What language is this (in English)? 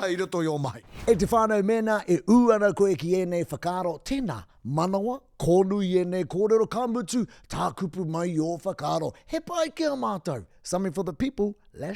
Māori